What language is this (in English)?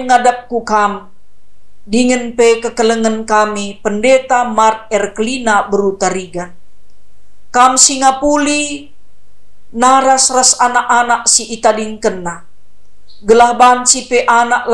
Batak Karo